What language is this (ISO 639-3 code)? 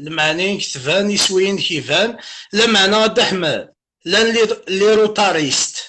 kab